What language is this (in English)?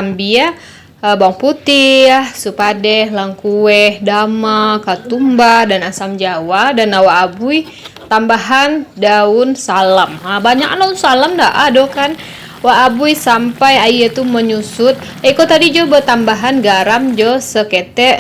Minangkabau